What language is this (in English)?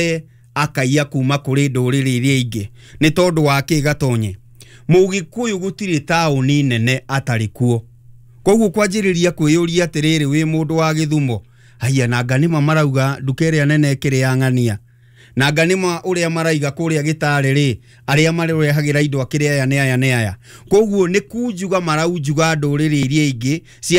Kikuyu